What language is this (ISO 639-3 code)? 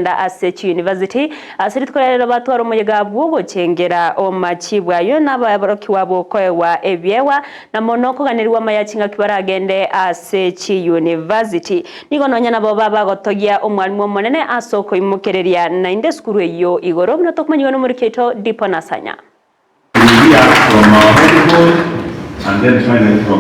guz